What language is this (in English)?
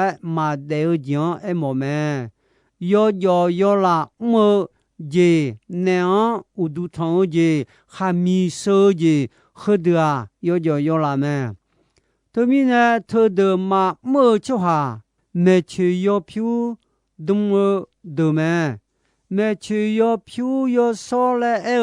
Akha